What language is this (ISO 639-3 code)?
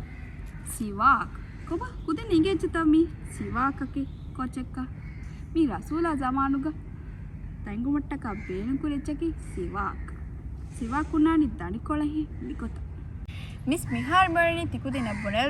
div